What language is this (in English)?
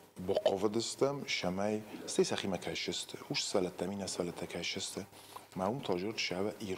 Ossetic